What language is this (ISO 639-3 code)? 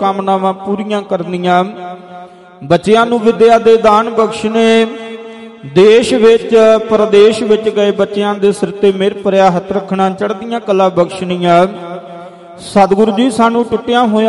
pan